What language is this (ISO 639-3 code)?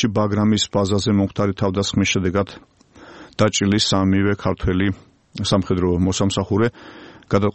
kat